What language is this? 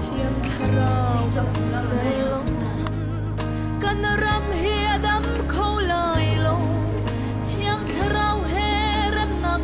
Hakha Chin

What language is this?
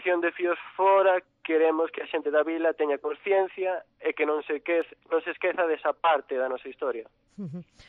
Galician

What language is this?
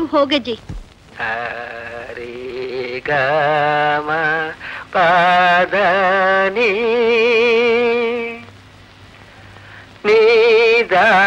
Kannada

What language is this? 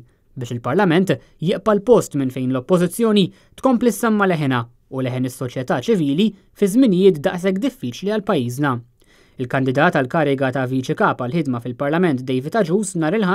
Maltese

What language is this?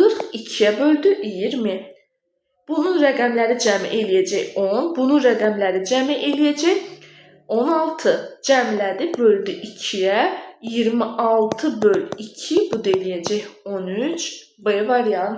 Azerbaijani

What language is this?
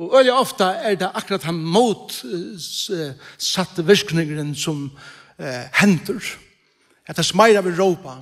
Faroese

